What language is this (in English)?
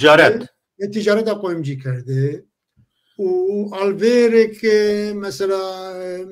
Zaza